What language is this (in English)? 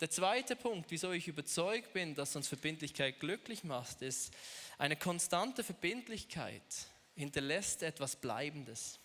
Swiss German